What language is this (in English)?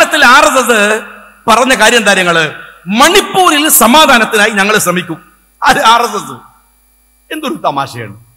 Malayalam